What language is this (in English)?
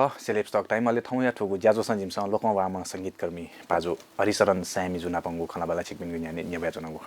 Newari